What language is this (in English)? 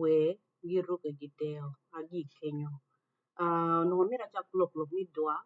Acoli